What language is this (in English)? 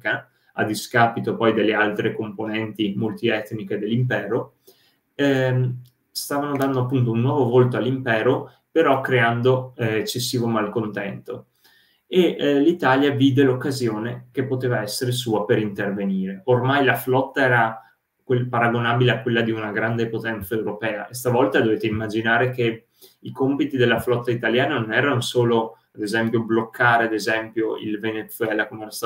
Italian